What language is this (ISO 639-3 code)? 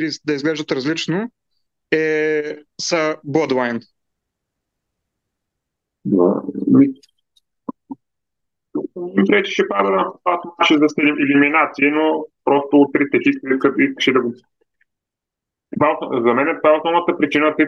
bul